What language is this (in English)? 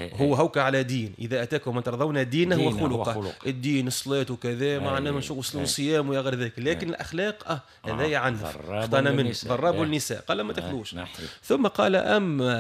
Tunisian Arabic